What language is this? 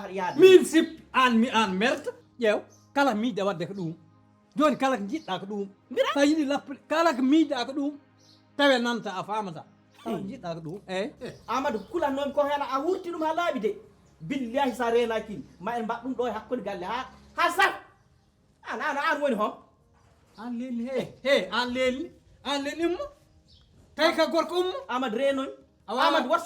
Fula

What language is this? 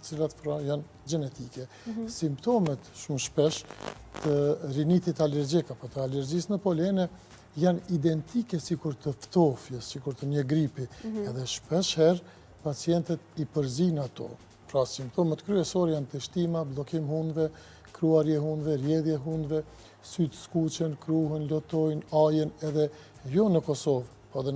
Albanian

